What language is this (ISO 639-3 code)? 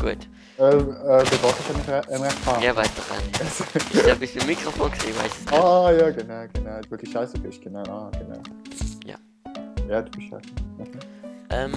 gsw